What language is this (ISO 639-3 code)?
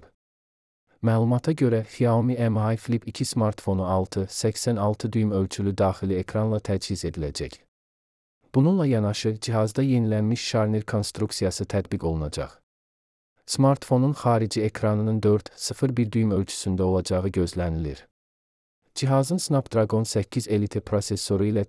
aze